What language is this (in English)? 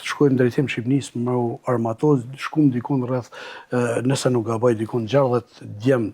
Albanian